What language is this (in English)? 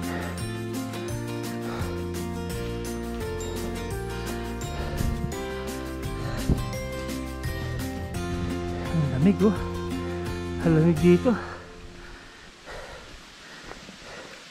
Filipino